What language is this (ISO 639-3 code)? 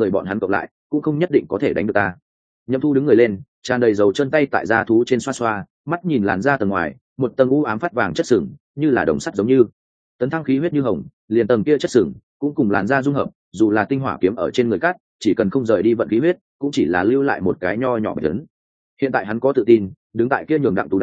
vie